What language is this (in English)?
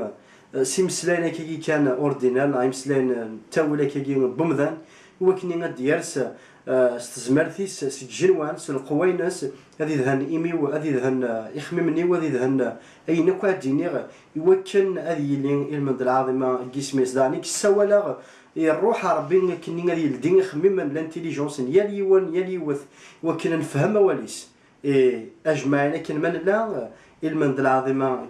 Kabyle